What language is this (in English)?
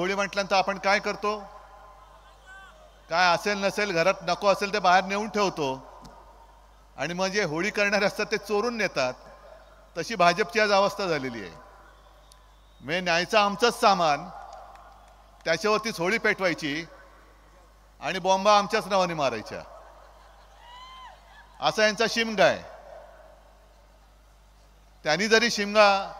Marathi